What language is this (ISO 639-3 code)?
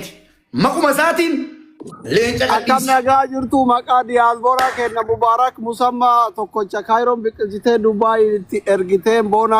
orm